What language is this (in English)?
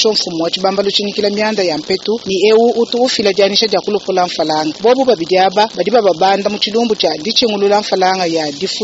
Luba-Lulua